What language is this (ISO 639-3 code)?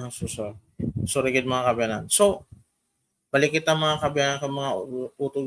hil